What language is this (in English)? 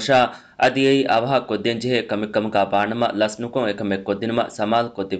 Divehi